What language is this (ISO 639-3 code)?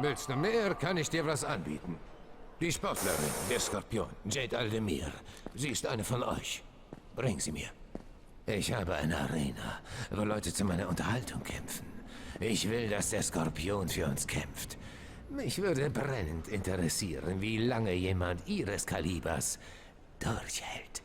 gsw